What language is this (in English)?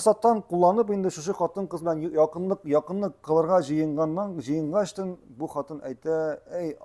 Tatar